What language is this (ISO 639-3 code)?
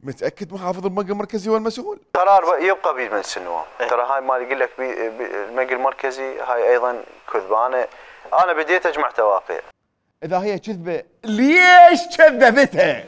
acm